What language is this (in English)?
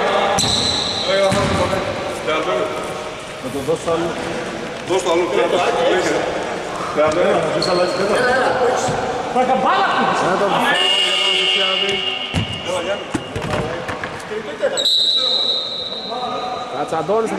Greek